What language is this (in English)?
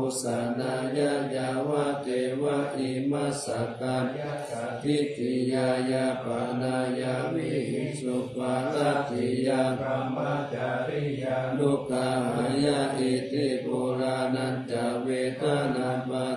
Pali